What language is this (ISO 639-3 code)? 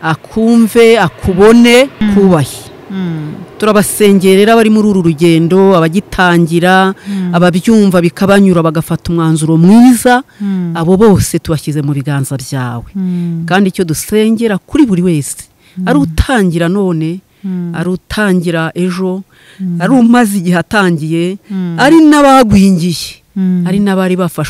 kin